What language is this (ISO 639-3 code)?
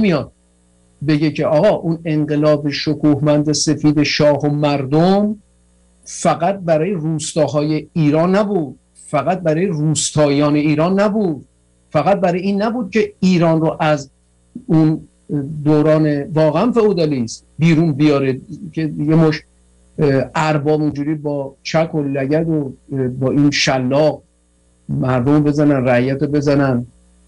fas